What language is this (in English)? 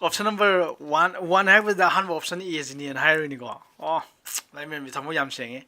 Manipuri